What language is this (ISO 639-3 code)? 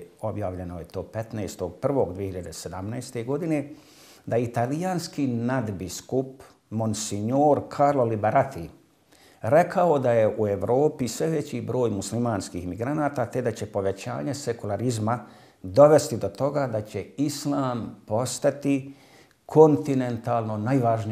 bos